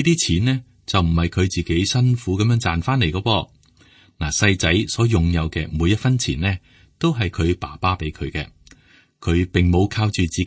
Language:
Cantonese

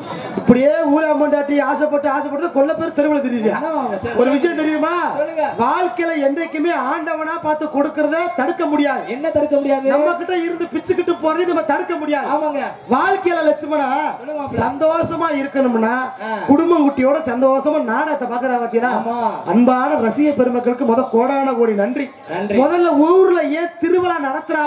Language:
Tamil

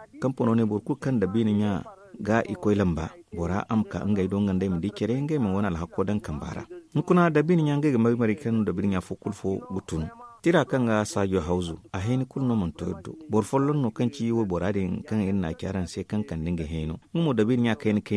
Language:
Zarma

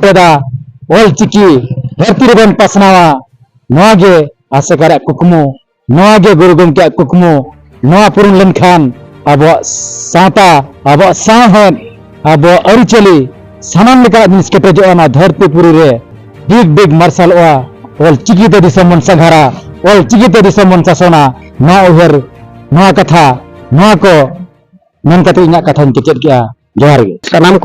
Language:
Santali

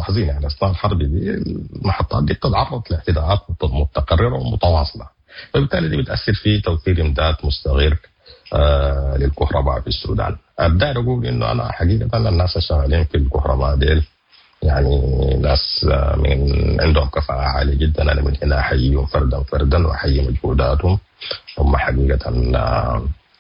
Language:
Sudanese Arabic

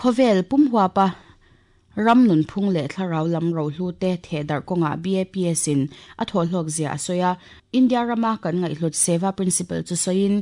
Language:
Mizo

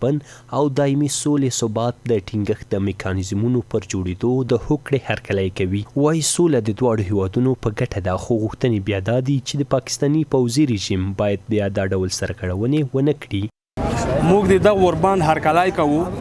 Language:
Pashto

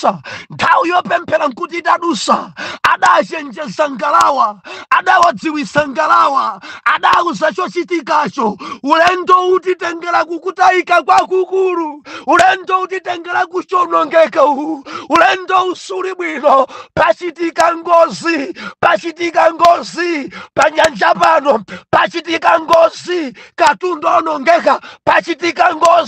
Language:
Nyanja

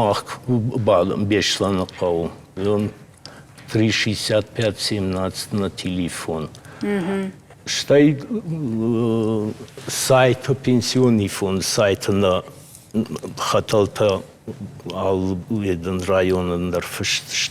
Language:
Ossetic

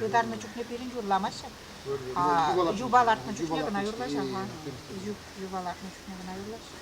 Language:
Chuvash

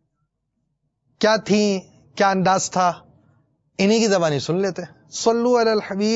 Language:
Urdu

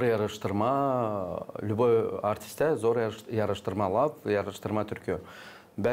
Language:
Gagauz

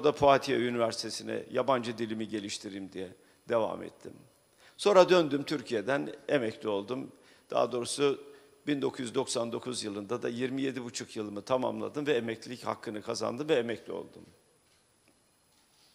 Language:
Turkish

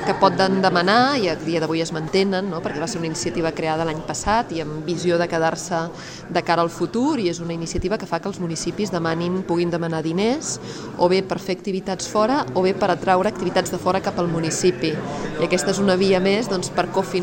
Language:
Catalan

